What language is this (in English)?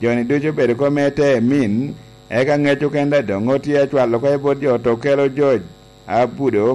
Lango (Uganda)